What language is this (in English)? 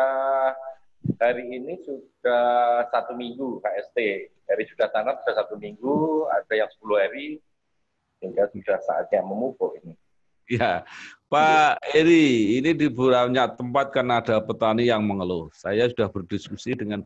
Indonesian